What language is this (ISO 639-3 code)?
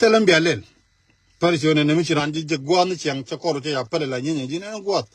nus